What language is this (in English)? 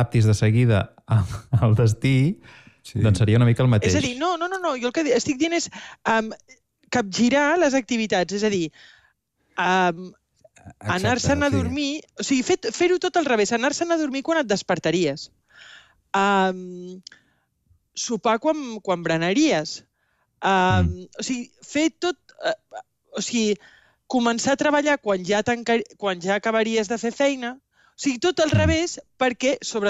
Catalan